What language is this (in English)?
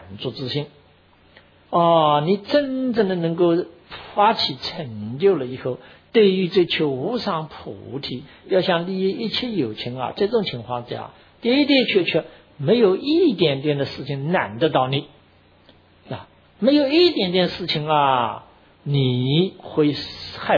Chinese